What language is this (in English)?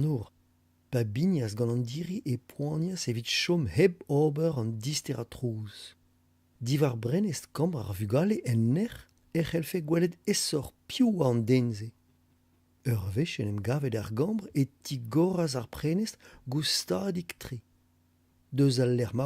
Breton